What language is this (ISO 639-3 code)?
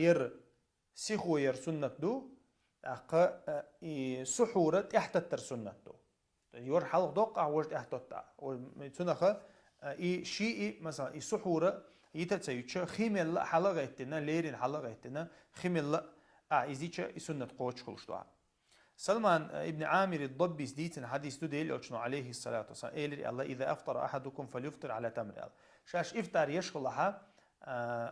che